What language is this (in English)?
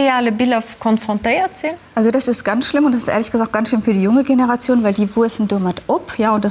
Luxembourgish